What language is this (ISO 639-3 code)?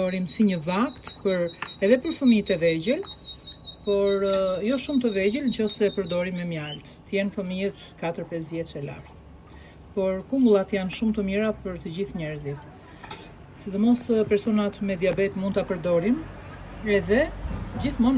sqi